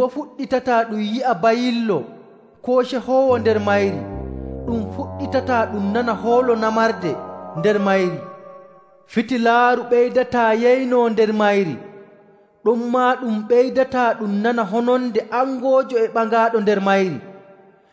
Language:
Nigerian Fulfulde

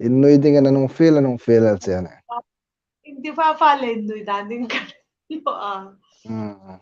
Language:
Hmar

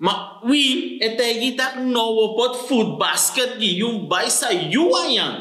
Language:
Sranan Tongo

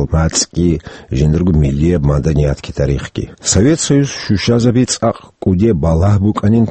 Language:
Avaric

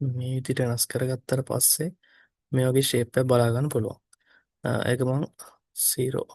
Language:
Sinhala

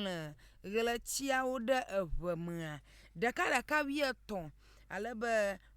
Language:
Ewe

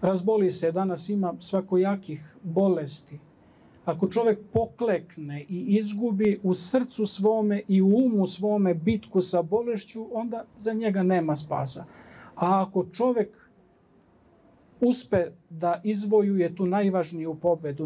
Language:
Serbian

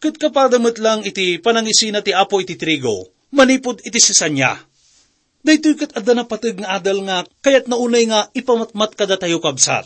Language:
Iloko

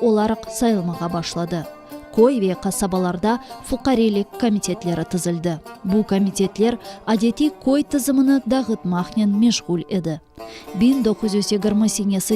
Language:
Crimean Tatar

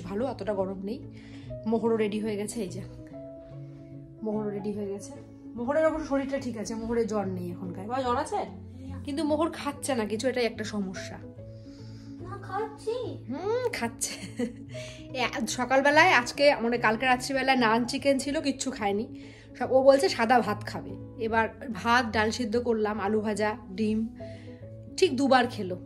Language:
Bangla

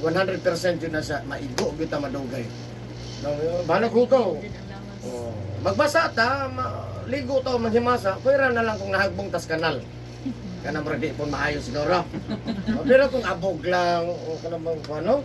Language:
Cebuano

